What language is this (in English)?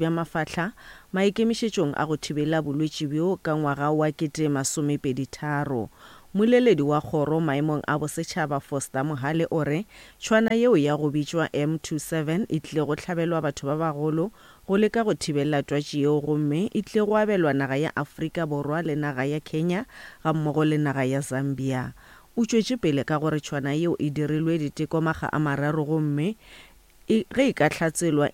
Northern Sotho